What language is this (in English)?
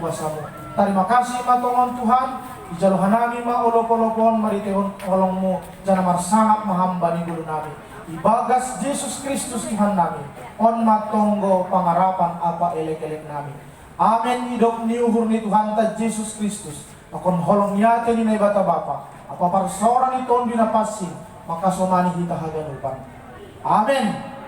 Batak Simalungun